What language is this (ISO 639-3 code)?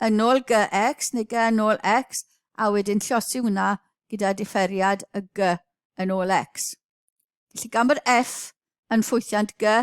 cym